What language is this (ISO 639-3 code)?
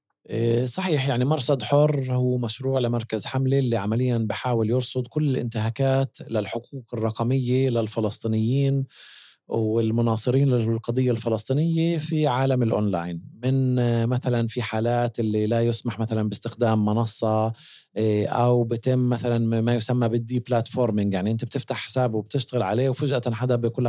apc